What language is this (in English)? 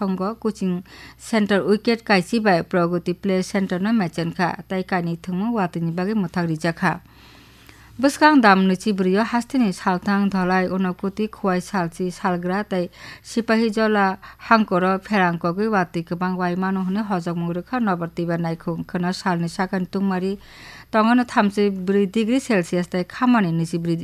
Kok Borok